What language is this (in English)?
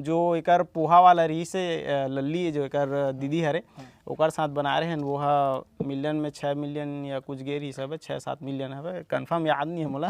Chhattisgarhi